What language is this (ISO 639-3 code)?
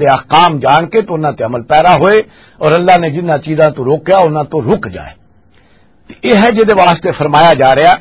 lah